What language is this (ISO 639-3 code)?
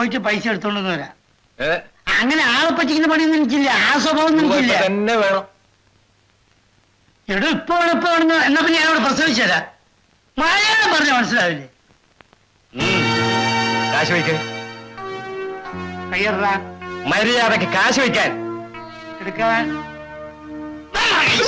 mal